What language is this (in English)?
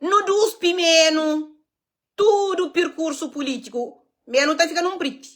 Kabuverdianu